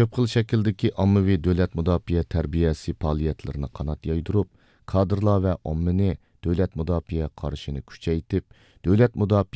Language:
Uyghur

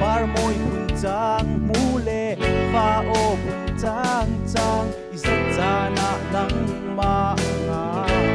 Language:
Falam Chin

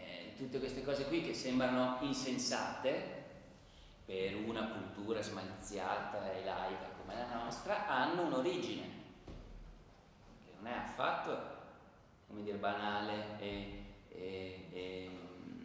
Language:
Italian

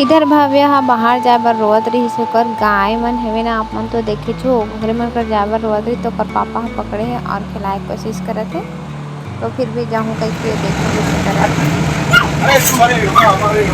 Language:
Chhattisgarhi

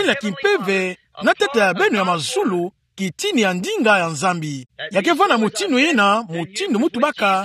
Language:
Kituba (Democratic Republic of Congo)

